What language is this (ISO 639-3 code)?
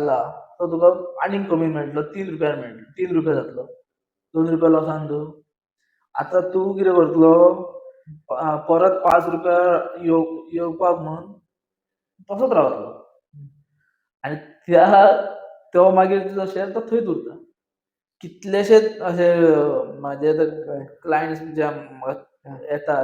kok